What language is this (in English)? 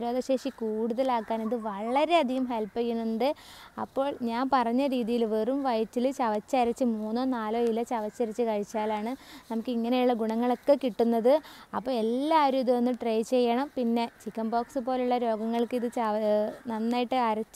Malayalam